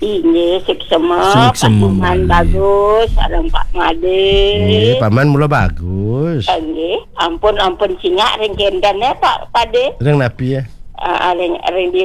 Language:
Balinese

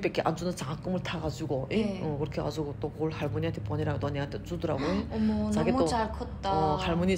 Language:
Korean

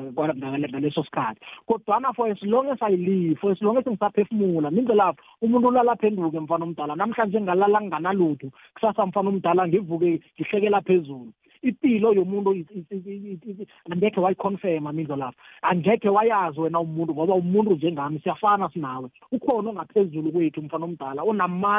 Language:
South Ndebele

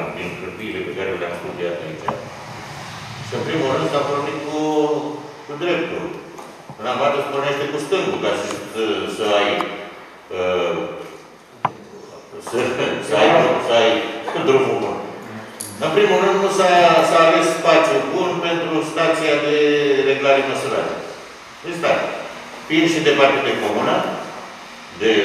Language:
Romanian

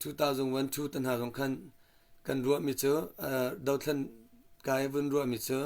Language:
Hakha Chin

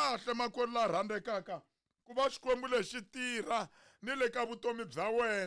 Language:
Tsonga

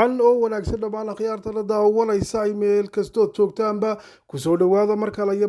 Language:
Somali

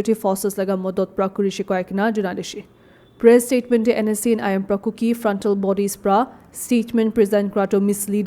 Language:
Naga Pidgin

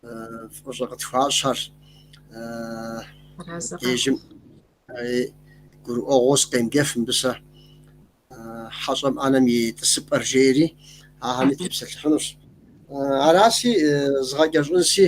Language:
Kabardian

